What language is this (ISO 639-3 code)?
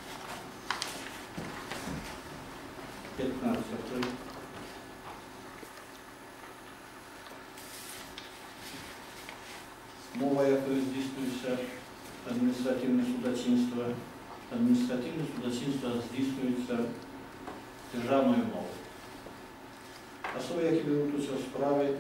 ukr